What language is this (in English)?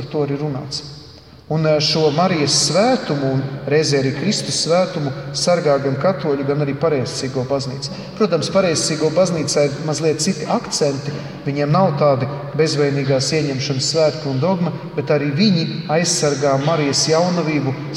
Latvian